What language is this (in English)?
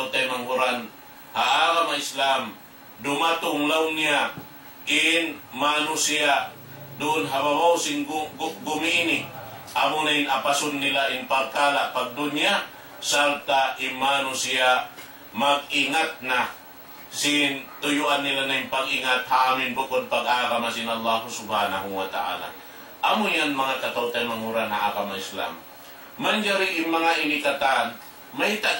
Tausug